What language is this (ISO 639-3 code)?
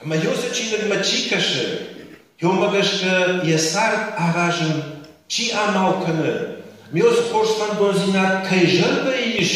oss